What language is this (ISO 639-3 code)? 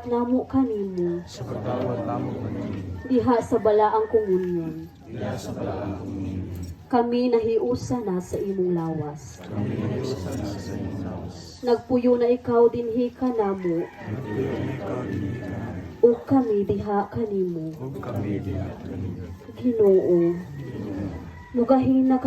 ceb